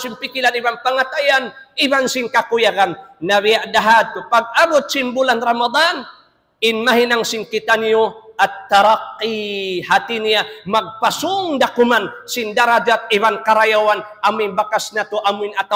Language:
Tausug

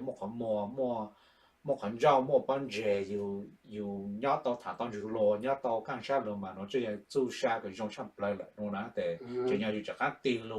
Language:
Hmong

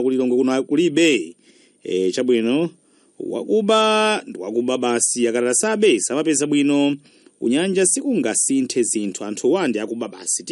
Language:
Nyanja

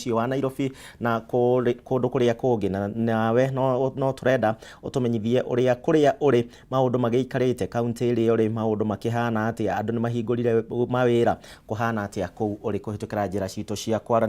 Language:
Kikuyu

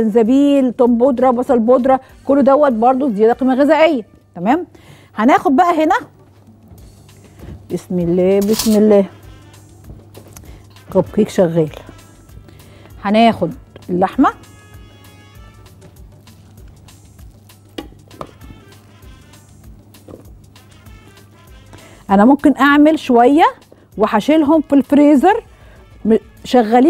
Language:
Egyptian Arabic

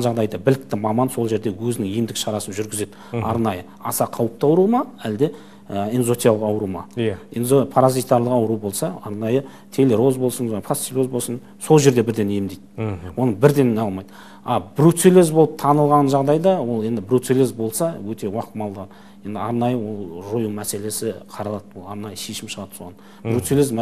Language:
Kazakh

